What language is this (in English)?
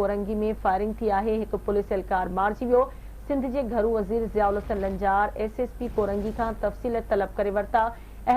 Sindhi